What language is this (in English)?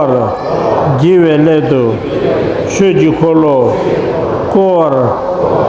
Tibetan